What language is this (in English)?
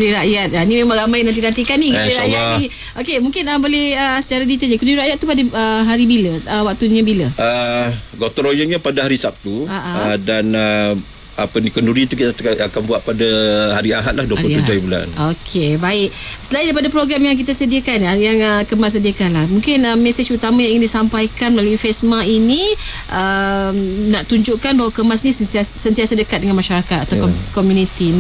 Malay